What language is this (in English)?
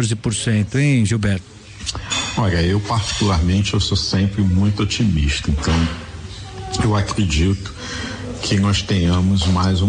Portuguese